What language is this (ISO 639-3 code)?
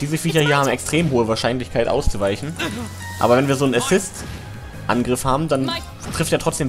deu